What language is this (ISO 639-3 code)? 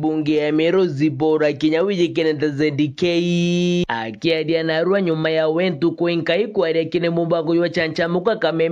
mer